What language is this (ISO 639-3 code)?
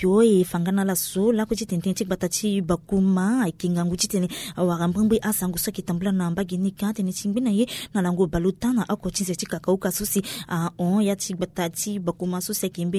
sag